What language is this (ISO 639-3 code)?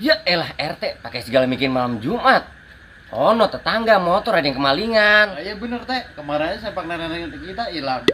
bew